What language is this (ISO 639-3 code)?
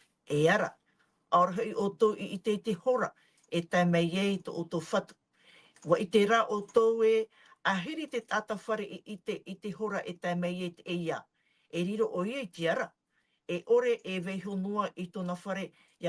tah